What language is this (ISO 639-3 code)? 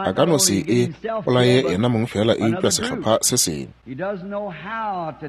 nso